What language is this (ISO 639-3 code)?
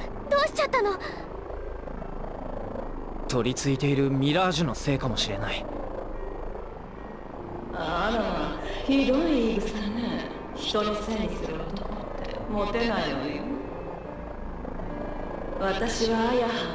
jpn